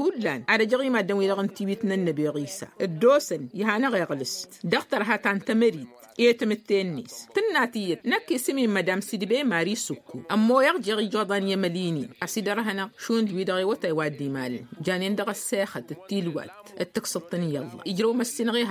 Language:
Tamasheq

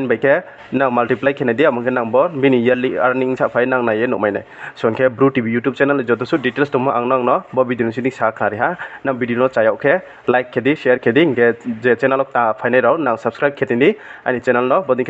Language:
Riang (India)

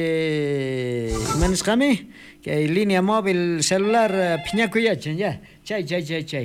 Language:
South Bolivian Quechua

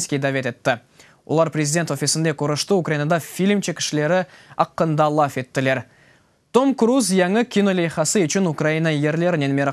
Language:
Crimean Tatar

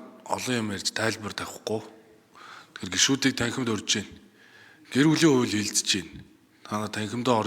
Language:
Mongolian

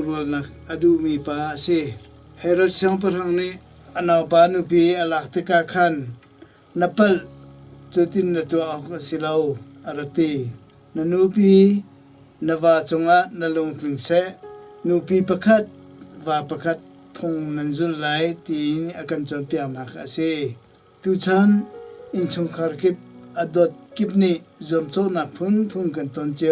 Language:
Hakha Chin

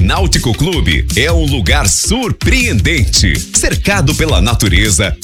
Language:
Portuguese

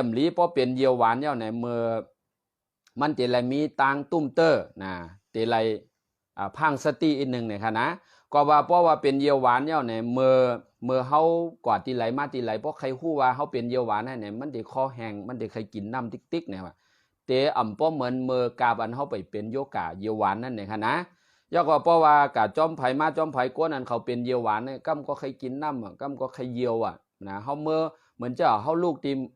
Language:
Shan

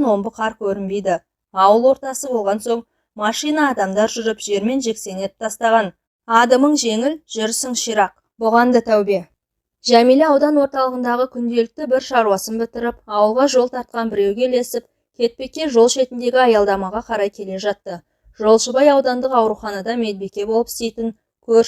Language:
Kazakh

